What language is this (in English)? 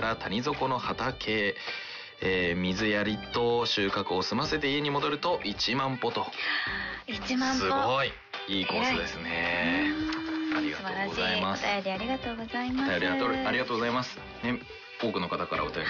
Japanese